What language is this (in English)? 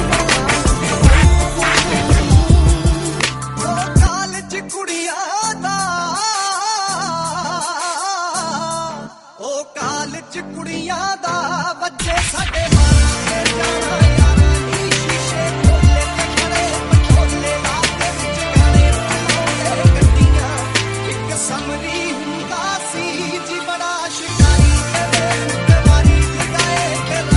Punjabi